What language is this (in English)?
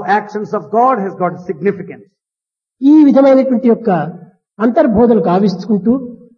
Telugu